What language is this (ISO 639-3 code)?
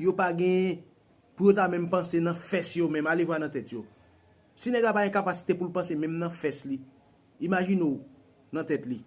hat